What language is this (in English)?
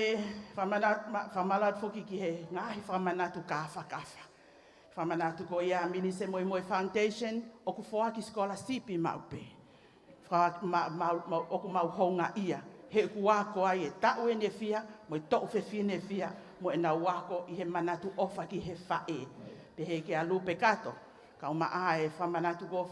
Tongan